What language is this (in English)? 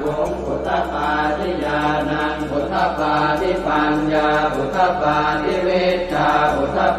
Pali